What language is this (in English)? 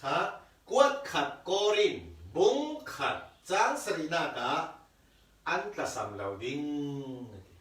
Falam Chin